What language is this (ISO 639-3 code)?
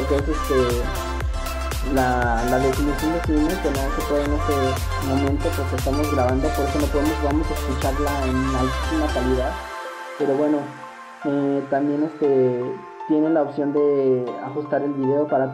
spa